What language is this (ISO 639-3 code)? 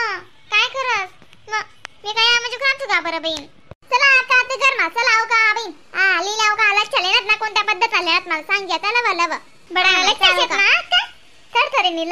khn